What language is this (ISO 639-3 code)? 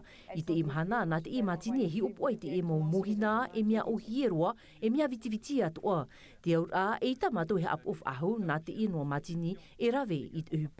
tah